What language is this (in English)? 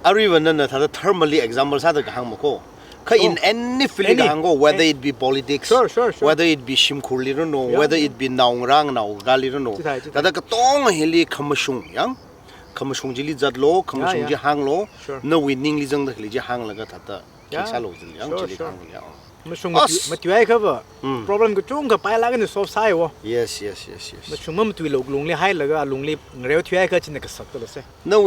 Tangkhul Naga (India)